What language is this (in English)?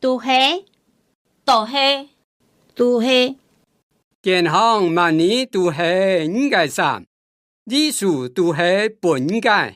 Hakka Chinese